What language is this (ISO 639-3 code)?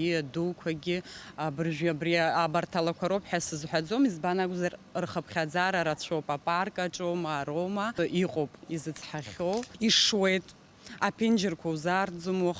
abk